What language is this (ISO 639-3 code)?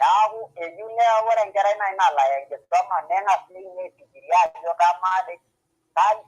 mas